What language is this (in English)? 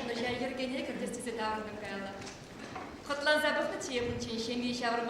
Chuvash